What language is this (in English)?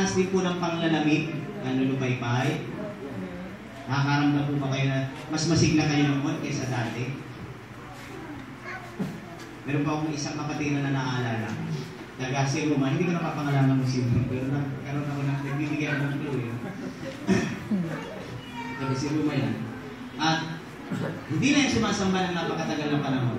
Filipino